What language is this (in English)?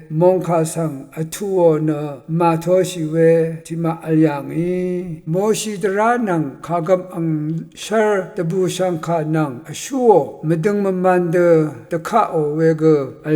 Rawang